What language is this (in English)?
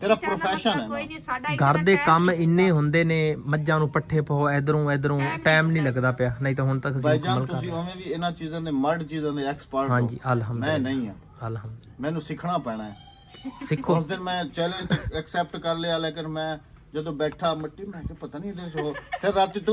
Punjabi